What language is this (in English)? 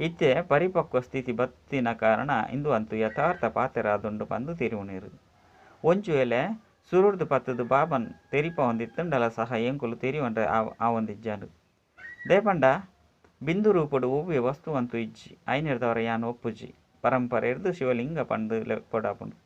Tulu